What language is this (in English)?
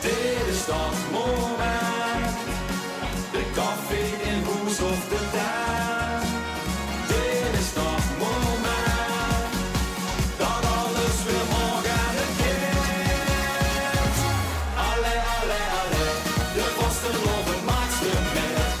Limburgish